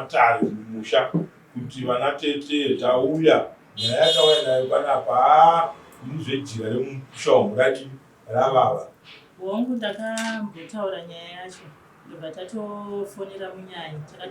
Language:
Shona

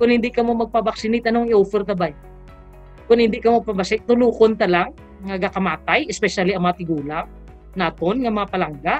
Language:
Hiligaynon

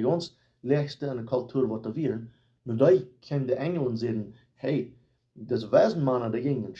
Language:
Plautdietsch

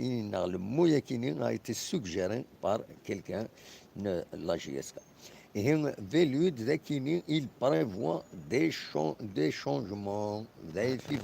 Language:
Kabyle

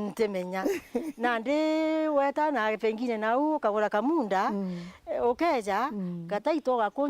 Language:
Meru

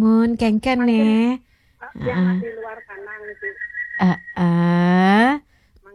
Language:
Balinese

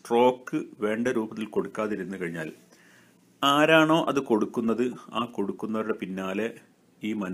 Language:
Malayalam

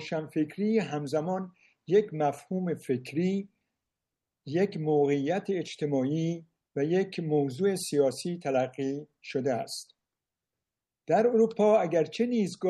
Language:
Persian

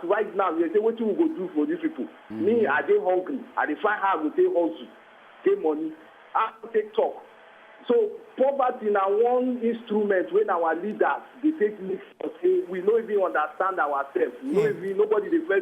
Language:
Nigerian Pidgin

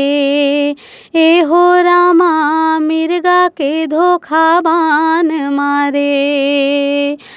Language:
Chhattisgarhi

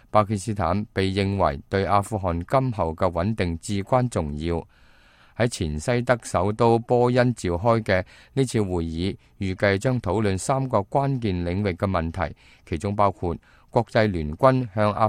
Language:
Cantonese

